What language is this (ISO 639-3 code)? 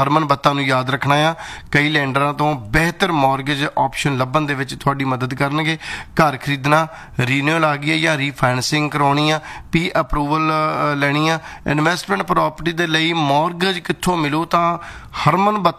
pan